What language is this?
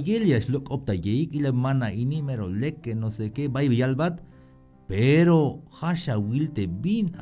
Tzeltal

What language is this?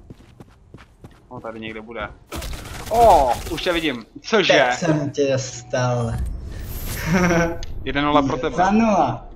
Czech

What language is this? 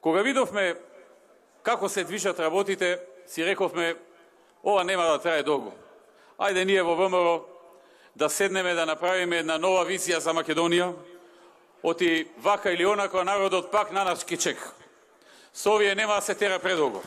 Macedonian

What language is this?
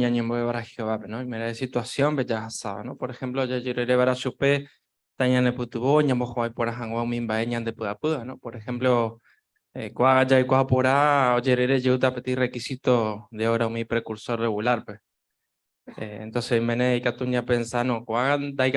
Guarani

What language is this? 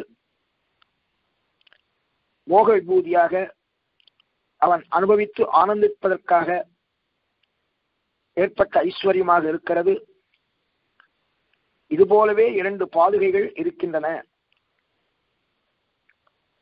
Tamil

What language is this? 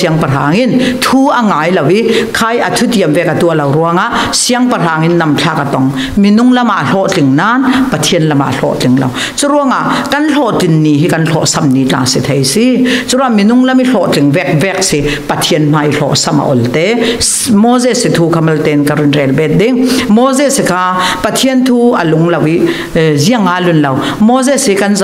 Falam Chin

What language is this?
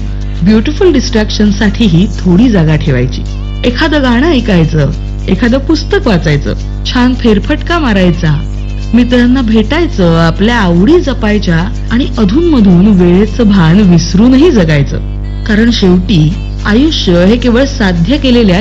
Marathi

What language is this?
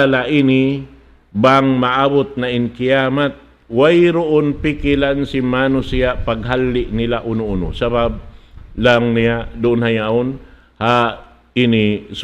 Tausug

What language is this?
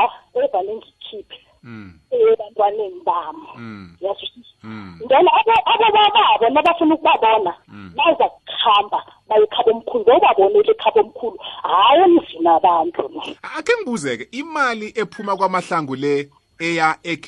South Ndebele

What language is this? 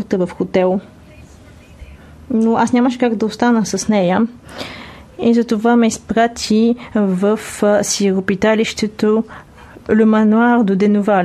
Bulgarian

